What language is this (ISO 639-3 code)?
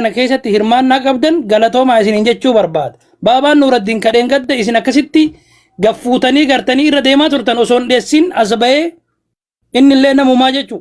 orm